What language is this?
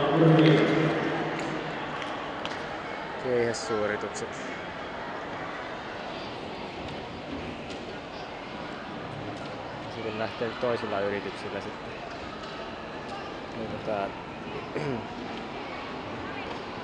Finnish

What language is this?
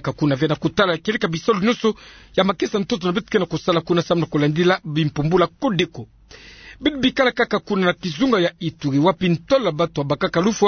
Kituba (Democratic Republic of Congo)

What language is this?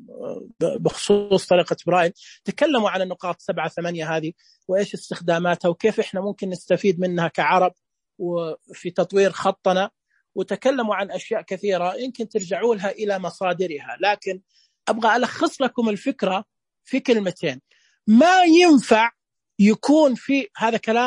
Najdi Arabic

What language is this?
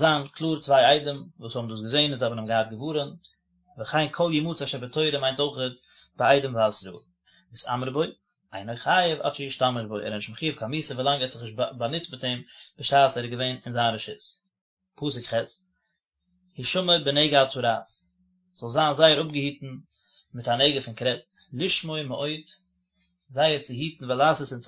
Yiddish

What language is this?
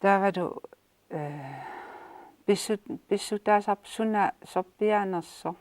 Kalaallisut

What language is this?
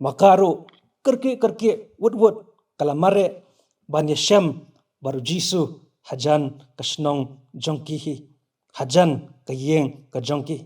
Khasi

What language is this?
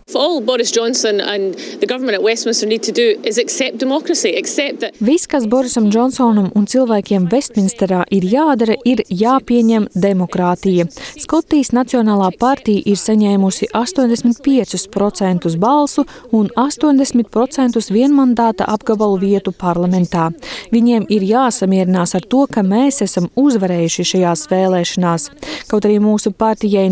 Latvian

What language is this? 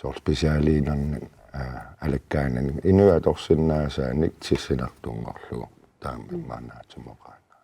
Kalaallisut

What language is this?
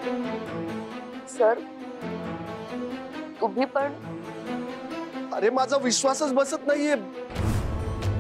Marathi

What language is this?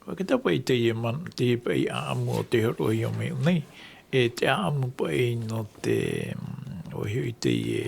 Tahitian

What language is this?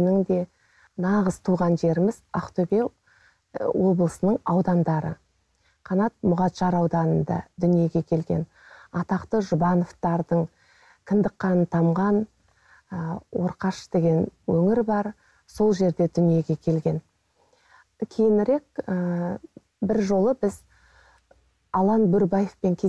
Kazakh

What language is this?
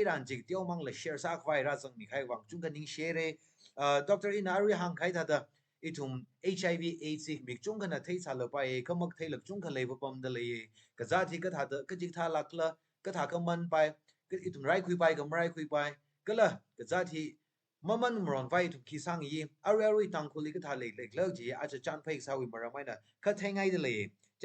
Tangkhul Naga (India)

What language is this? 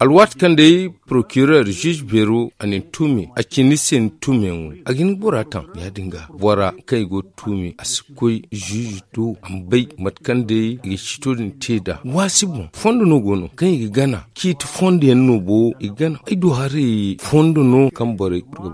Zarma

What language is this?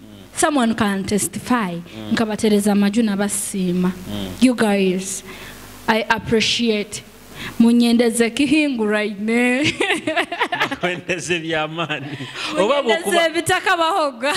Nyoro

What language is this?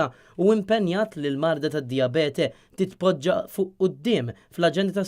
Maltese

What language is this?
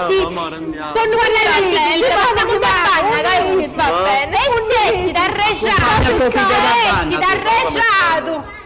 Sicilian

